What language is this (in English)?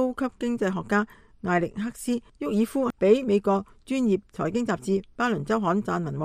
Cantonese